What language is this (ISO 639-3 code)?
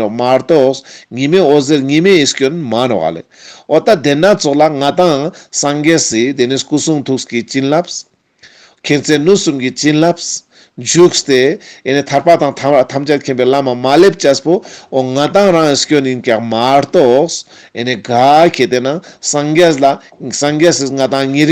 lbj